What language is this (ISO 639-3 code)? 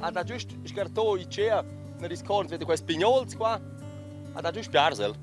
roh